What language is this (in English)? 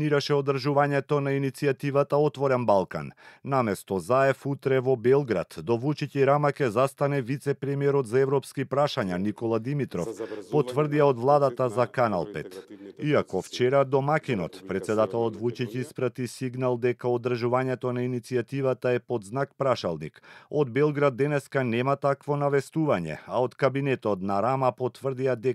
Macedonian